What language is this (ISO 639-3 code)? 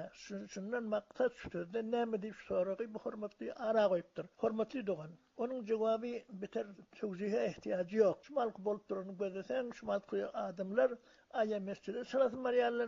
tuk